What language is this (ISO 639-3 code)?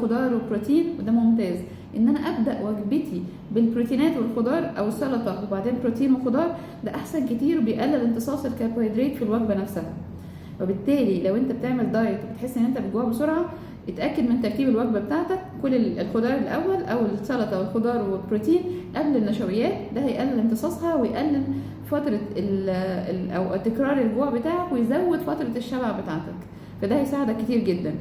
arz